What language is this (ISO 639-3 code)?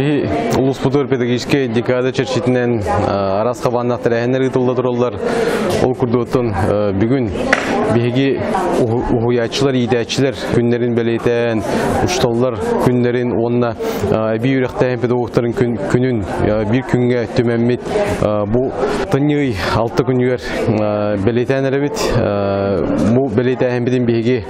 sah